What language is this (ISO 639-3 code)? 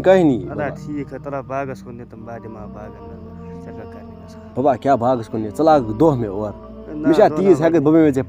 kas